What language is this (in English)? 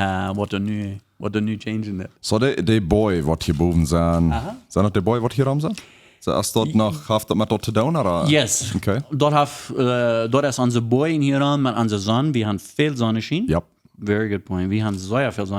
Plautdietsch